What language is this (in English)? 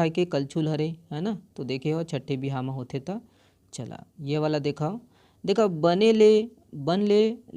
Chhattisgarhi